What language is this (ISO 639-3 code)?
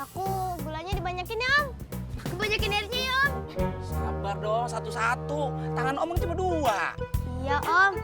bew